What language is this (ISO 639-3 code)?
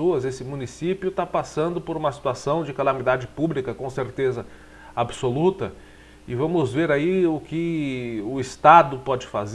por